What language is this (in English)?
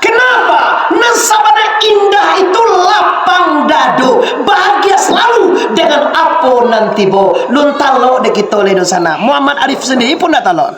Minangkabau